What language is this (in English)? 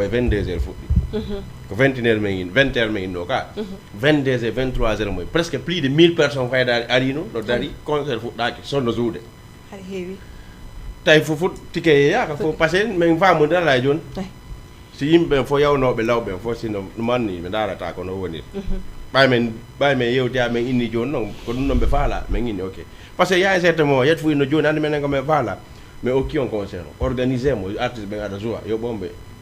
Fula